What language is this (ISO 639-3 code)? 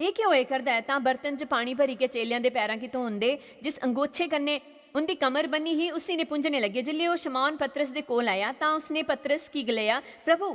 doi